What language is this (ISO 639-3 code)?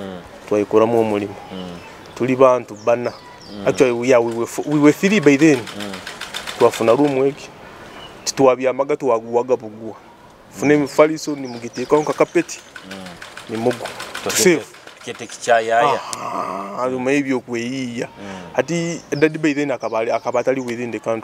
nyo